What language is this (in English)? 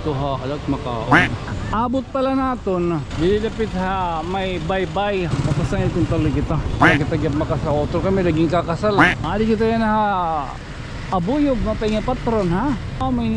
Waray